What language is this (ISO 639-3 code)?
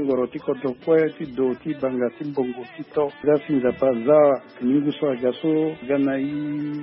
sag